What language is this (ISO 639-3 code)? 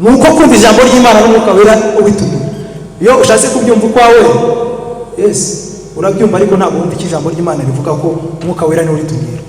kin